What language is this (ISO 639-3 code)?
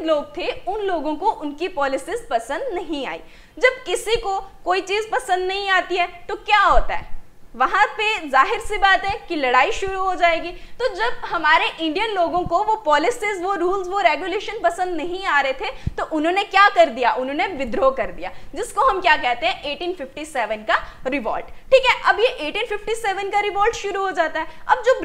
hin